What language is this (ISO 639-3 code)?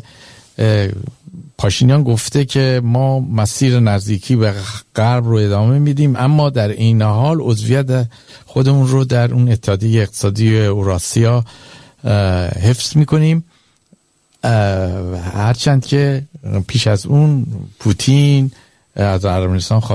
fas